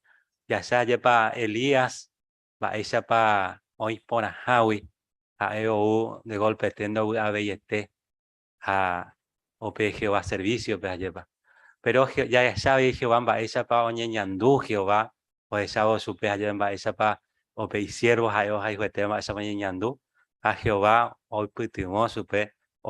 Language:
Guarani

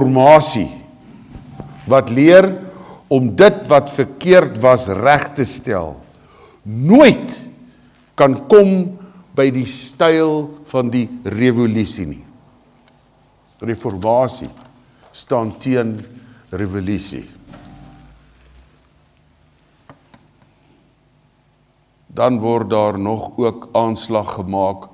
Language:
Afrikaans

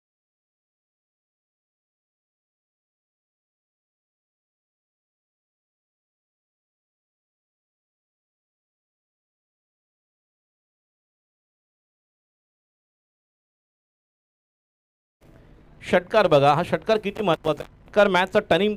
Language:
Marathi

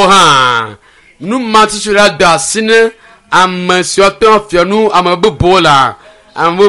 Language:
Ewe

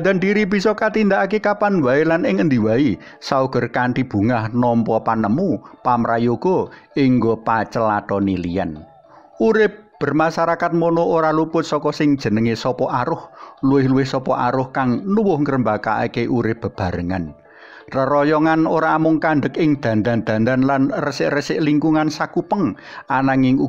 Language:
Javanese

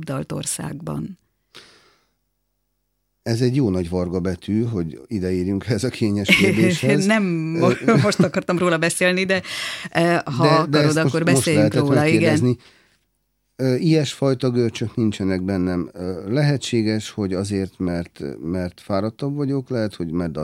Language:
Hungarian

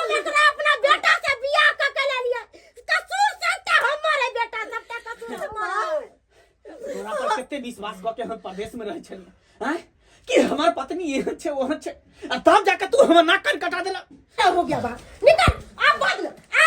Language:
Maithili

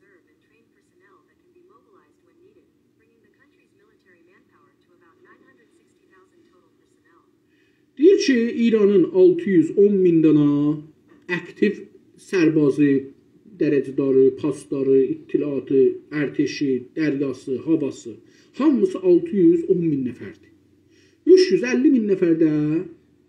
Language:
South Azerbaijani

